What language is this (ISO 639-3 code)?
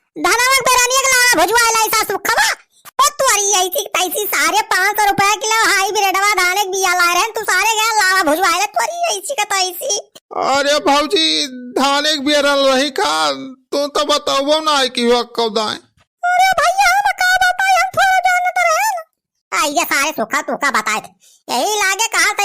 awa